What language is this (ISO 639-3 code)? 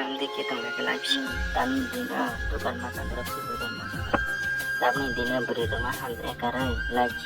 trp